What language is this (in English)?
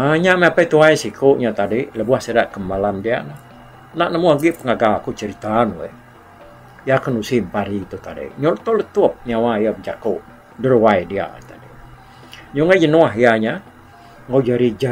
Iban